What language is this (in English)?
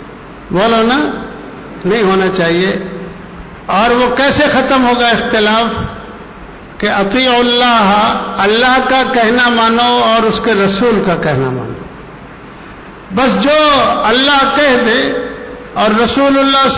Urdu